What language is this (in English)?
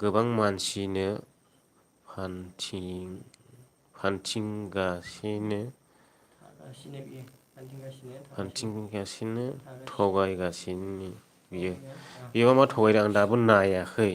Bodo